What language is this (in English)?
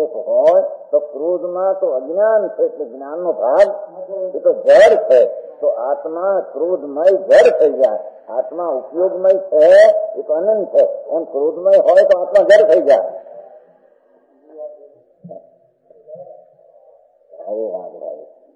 Gujarati